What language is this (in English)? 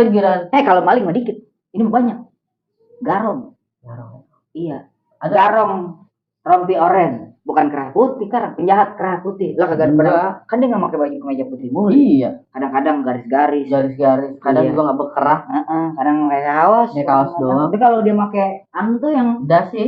Betawi